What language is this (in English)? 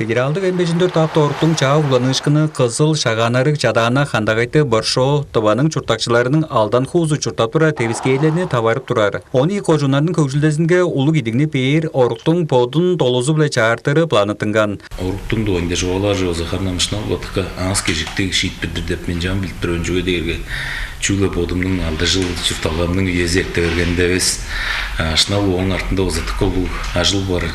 Tuvinian